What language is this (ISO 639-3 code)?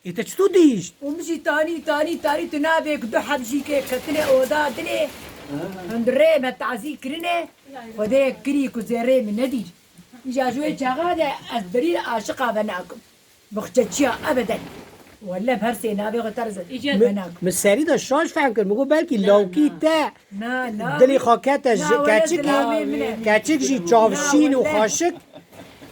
kur